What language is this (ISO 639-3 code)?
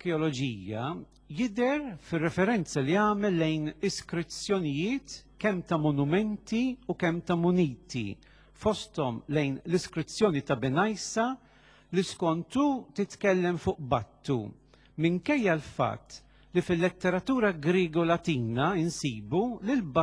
mlt